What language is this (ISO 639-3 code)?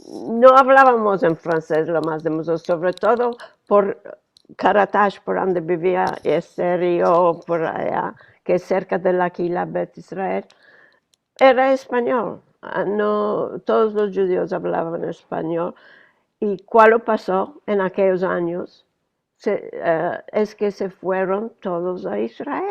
lad